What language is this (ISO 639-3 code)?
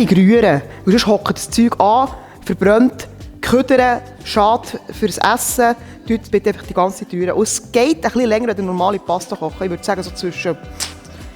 gsw